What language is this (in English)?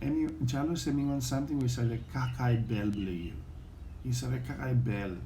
Bislama